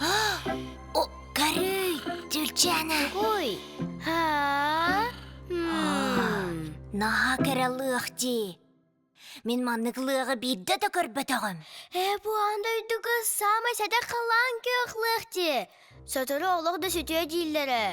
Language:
Yakut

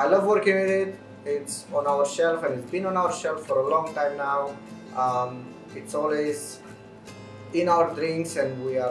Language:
English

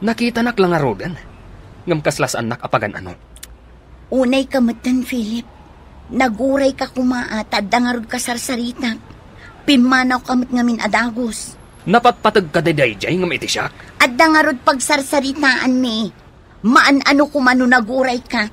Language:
Iloko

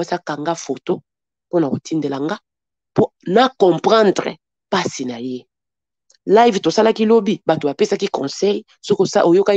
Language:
Lingala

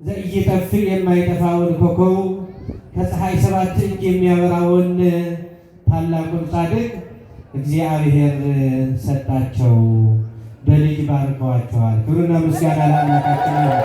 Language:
Amharic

